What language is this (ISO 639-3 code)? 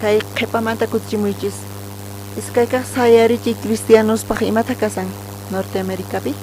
quh